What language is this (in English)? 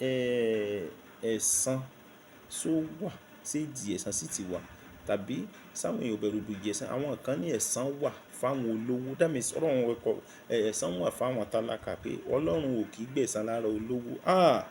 Yoruba